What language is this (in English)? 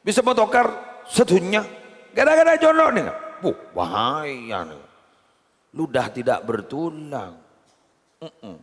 Madurese